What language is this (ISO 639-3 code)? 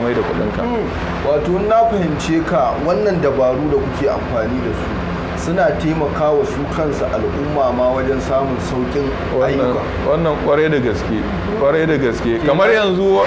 hau